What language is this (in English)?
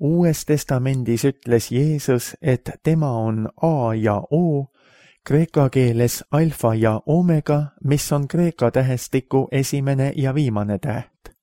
Estonian